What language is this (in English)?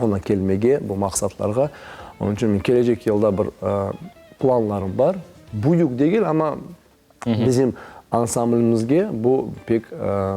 Crimean Tatar